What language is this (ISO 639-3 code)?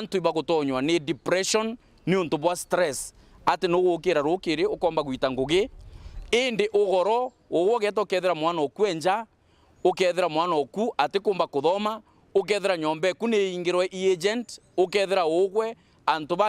mer